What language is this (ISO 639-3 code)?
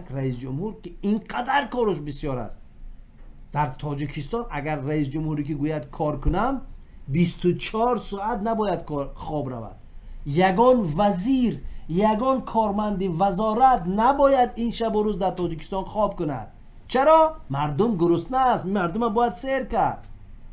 tgk